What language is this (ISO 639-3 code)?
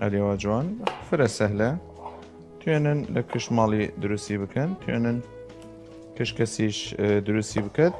sdh